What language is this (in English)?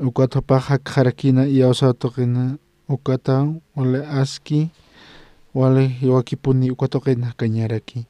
Aymara